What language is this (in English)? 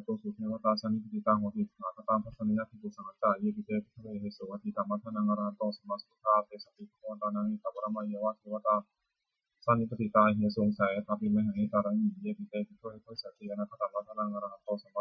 Pali